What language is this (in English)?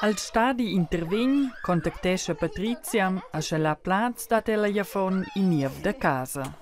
Romansh